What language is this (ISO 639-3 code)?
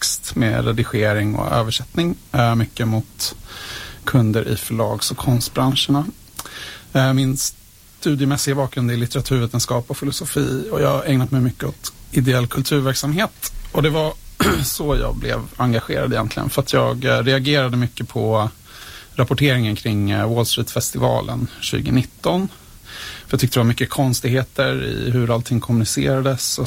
swe